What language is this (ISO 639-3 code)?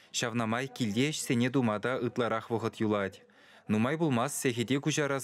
chv